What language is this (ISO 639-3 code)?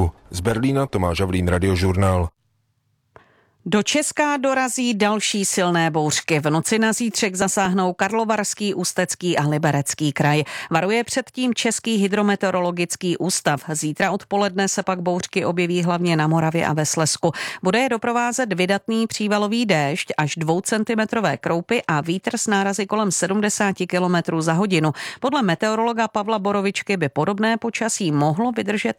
ces